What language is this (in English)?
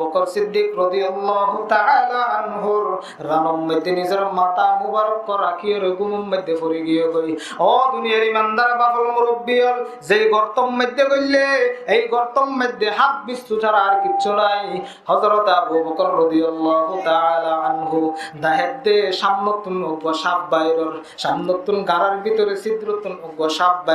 Rohingya